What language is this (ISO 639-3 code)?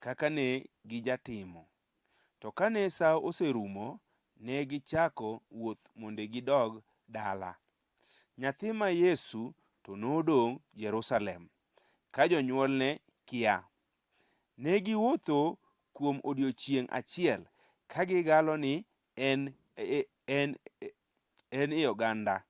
luo